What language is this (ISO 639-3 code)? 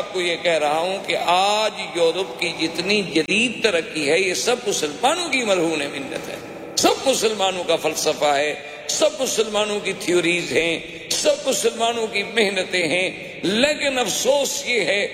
urd